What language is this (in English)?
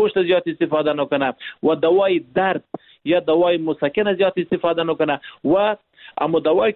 Persian